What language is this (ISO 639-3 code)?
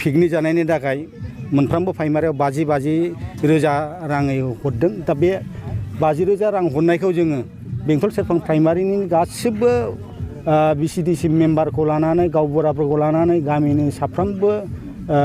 brx